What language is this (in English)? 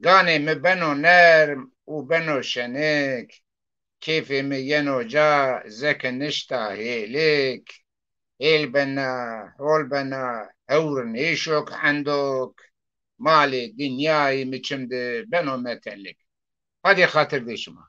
Zaza